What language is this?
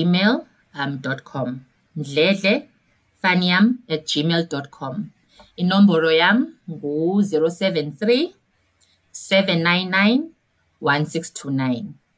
Xhosa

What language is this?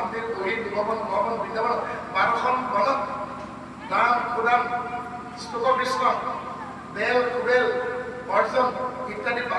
Assamese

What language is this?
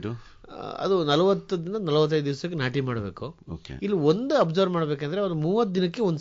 Kannada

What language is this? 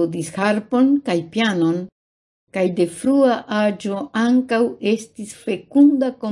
Esperanto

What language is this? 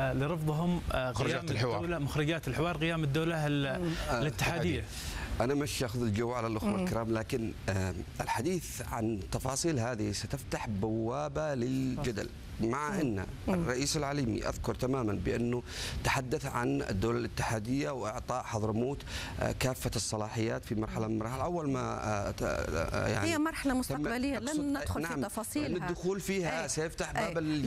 Arabic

